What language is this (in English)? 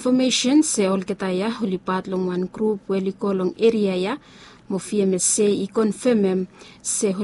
Bislama